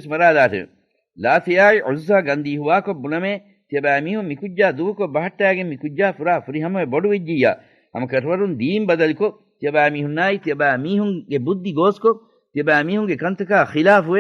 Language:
Divehi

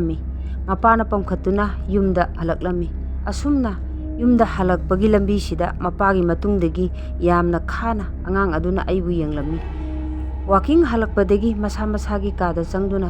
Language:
Manipuri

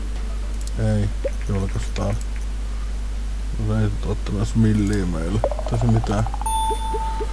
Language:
Finnish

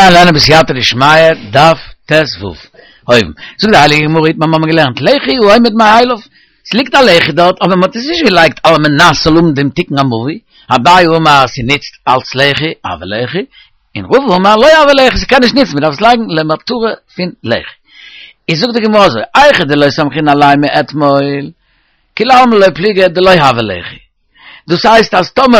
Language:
Yiddish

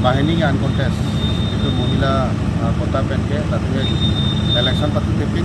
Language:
Karbi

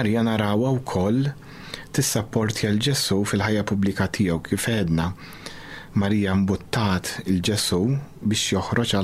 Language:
Maltese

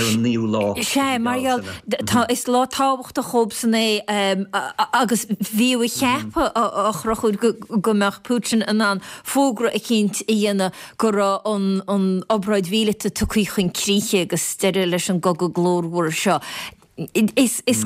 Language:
Irish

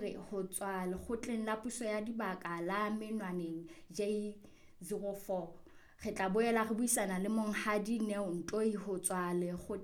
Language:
Southern Sotho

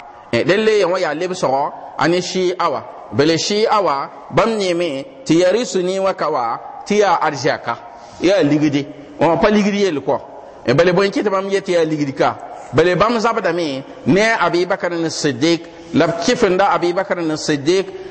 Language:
Mossi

